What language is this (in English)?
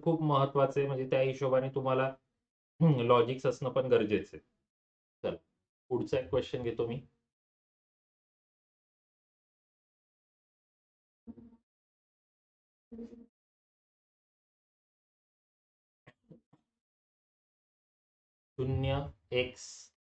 Marathi